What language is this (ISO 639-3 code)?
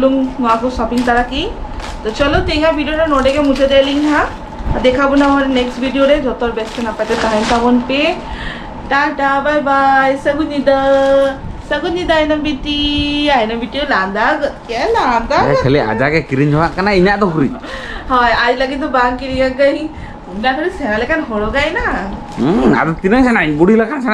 sat